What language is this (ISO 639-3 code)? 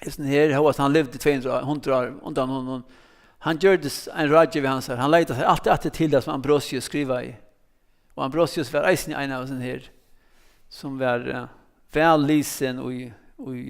fao